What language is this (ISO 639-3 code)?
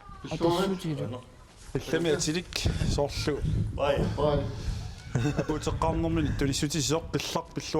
kal